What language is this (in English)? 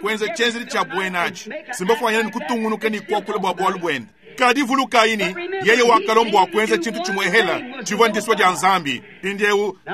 Luba-Lulua